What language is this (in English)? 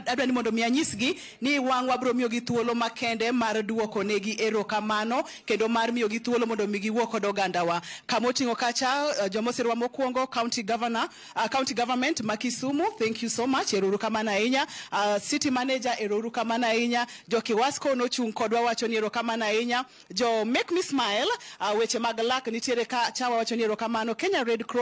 Luo (Kenya and Tanzania)